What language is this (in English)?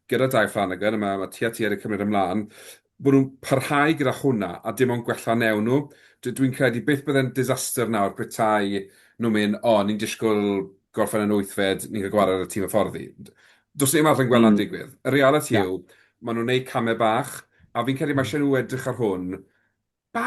Welsh